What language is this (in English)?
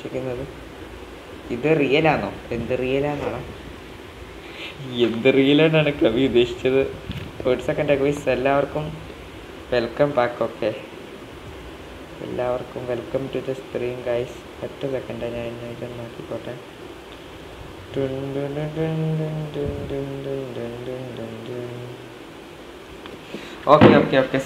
Malayalam